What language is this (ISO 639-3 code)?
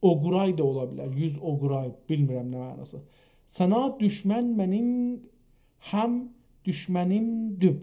azb